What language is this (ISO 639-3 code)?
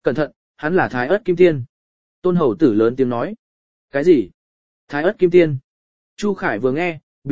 vie